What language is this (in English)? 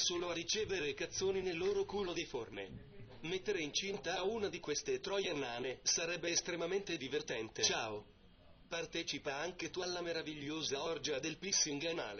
Italian